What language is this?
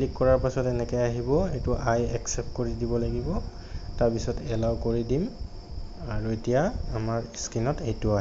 Assamese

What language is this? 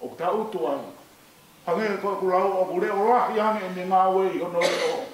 Tongan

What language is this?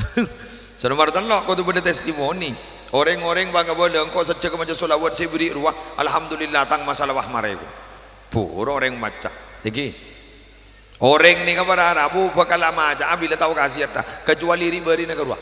Madurese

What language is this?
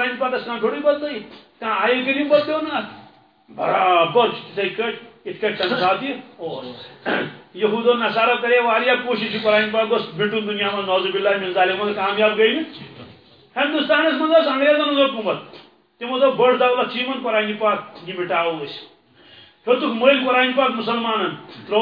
Kashmiri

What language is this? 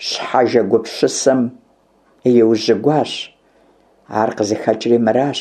Kabardian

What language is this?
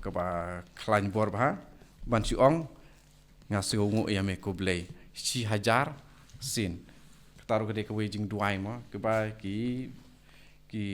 Khasi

